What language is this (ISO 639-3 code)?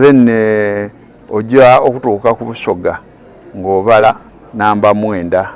xog